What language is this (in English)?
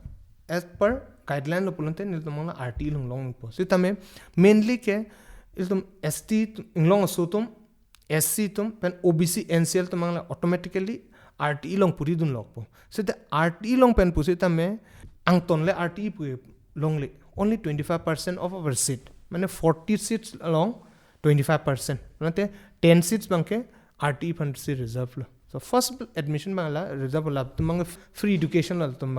Karbi